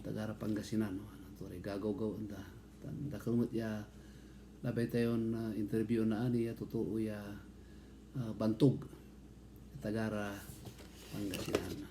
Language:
Pangasinan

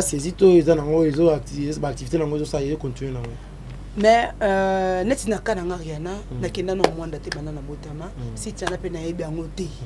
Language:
Lingala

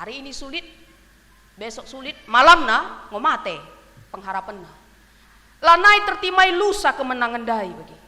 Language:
Batak Karo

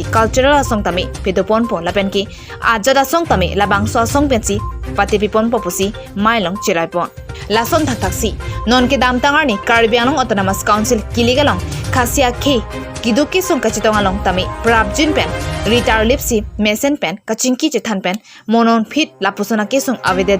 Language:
Karbi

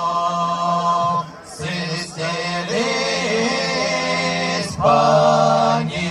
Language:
Erzya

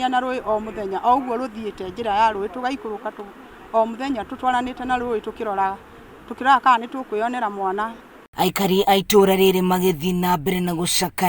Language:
Kikuyu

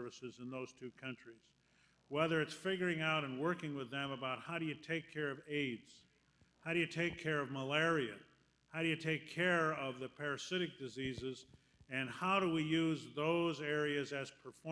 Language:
English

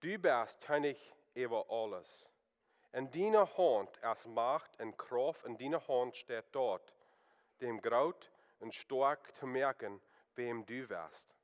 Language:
Plautdietsch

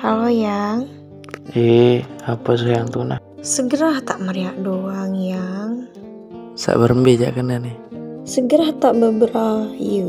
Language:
Sasak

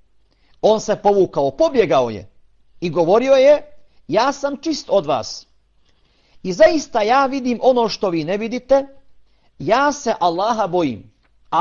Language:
Bosnian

